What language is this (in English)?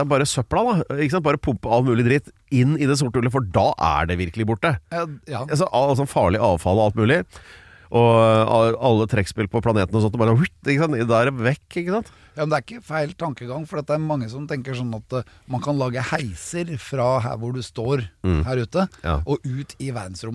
Norwegian